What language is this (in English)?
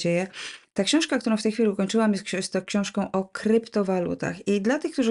Polish